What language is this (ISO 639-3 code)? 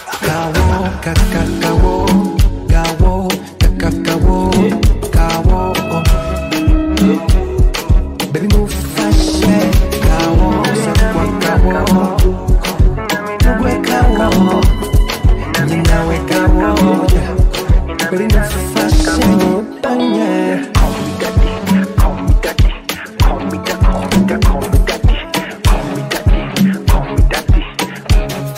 kin